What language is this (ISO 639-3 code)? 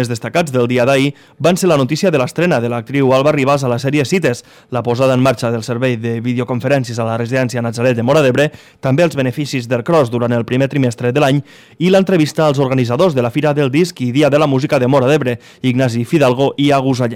cat